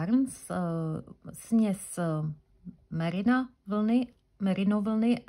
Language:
Czech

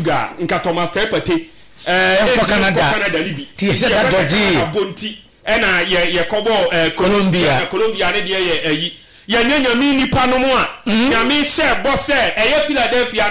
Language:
Akan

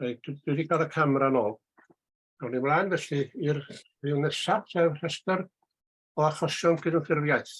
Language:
Welsh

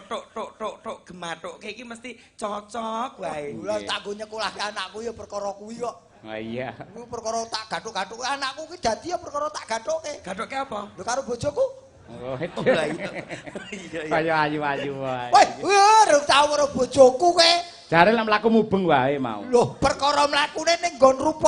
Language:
Javanese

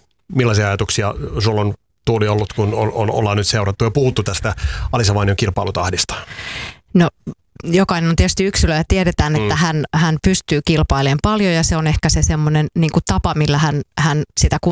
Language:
Finnish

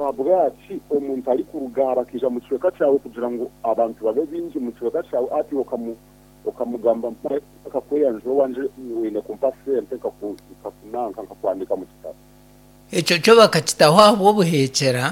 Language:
Nyankole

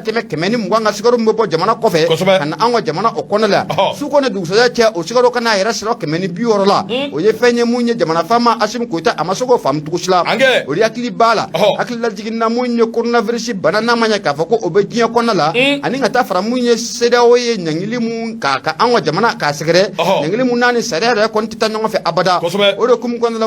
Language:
Bambara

